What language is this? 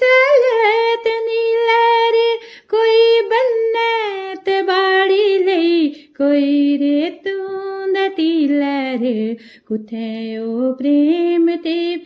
Dogri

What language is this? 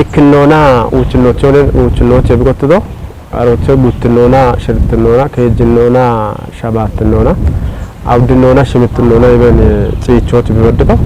Kafa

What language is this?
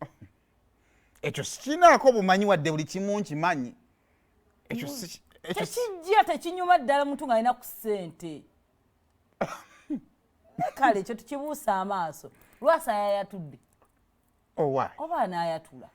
Ganda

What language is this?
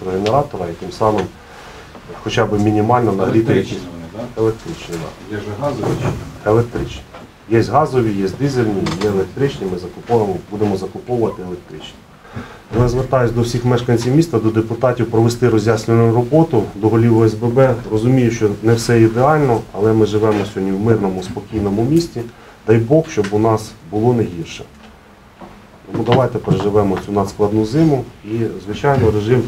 Ukrainian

